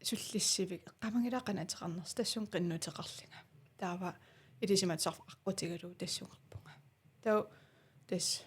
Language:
Kalaallisut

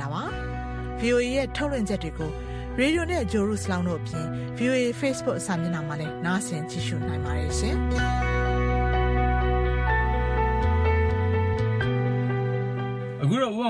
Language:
Burmese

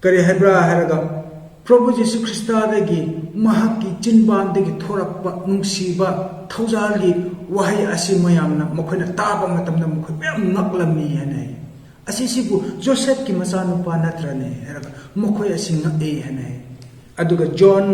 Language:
Manipuri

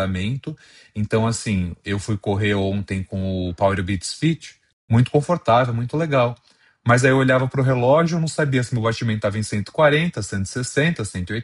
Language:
Portuguese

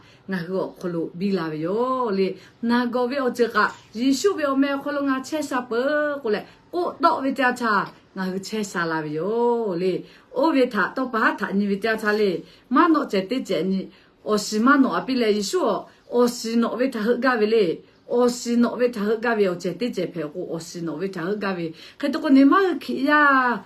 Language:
Lahu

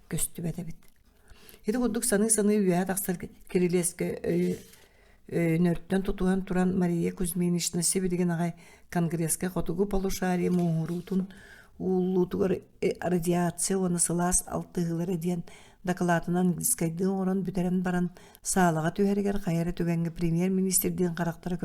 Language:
Yakut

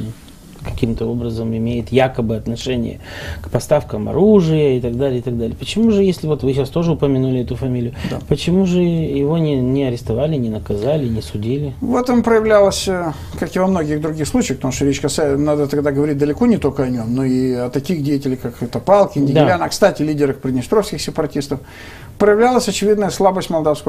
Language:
Russian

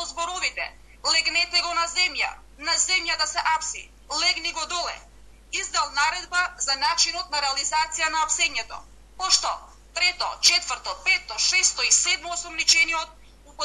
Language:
Macedonian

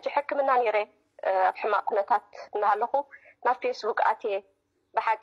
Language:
Tigrinya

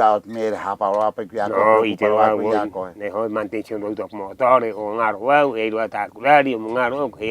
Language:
Rapanui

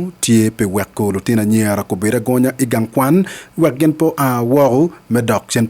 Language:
Acoli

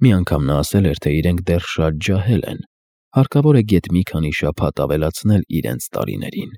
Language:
Armenian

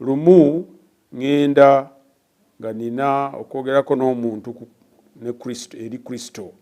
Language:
Ganda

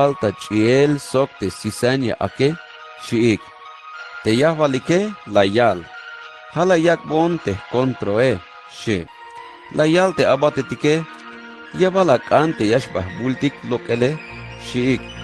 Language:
Tzeltal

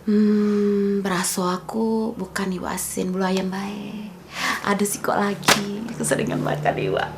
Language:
Musi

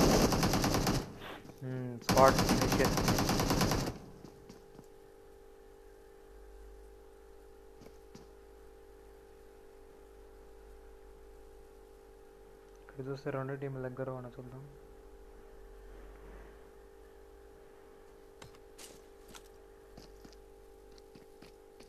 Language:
Telugu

